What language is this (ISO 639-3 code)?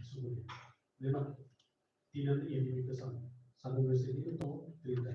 tet